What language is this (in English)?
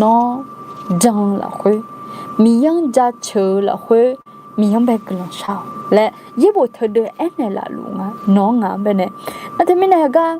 Akha